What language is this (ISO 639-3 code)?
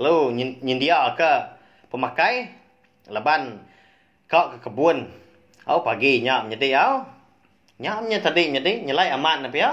iba